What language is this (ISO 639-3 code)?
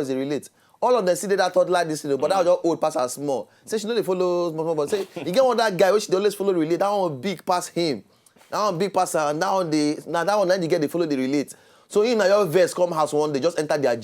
pcm